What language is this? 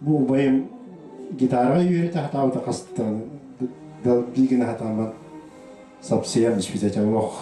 Yakut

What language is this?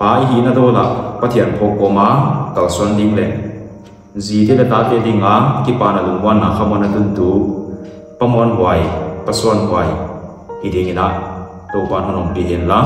Paite Chin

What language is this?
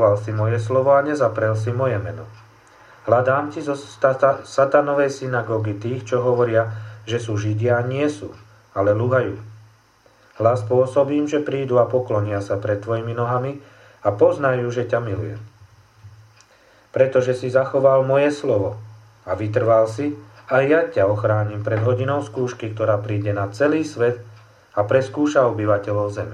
Slovak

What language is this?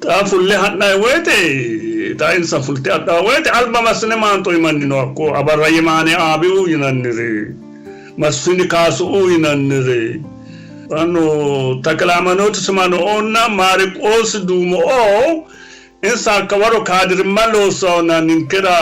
Sidamo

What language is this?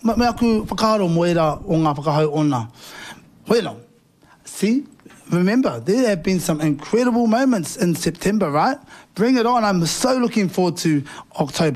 Māori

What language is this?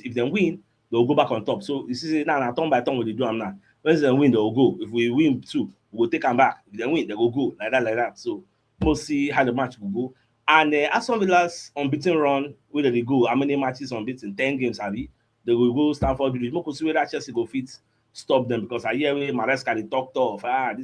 Nigerian Pidgin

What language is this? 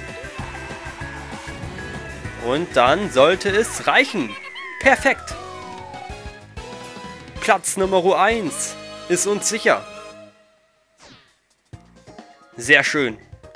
German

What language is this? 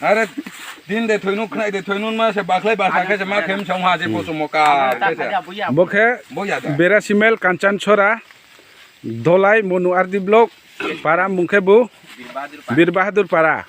Riang (India)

